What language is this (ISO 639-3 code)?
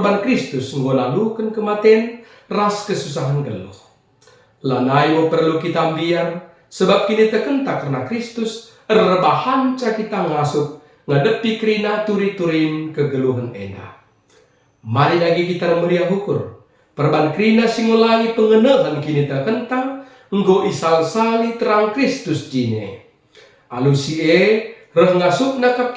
btx